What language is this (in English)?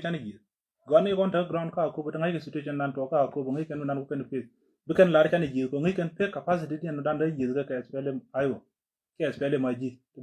Nuer